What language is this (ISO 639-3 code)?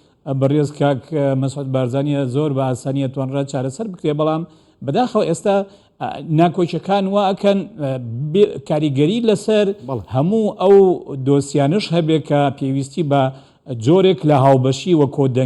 ckb